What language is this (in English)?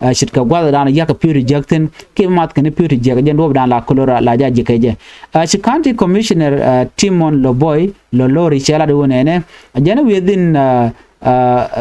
Nuer